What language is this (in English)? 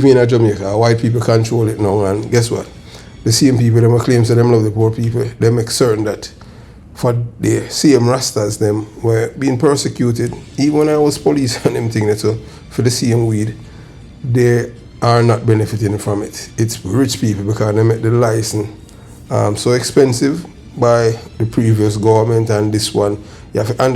Jamaican Creole English